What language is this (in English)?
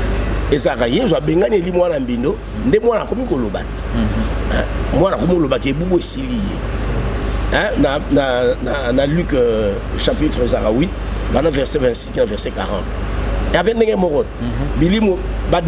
Lingala